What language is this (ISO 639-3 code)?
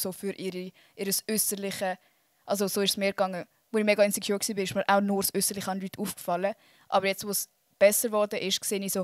gsw